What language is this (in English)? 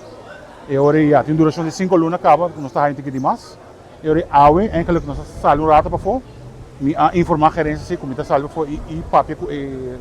Papiamento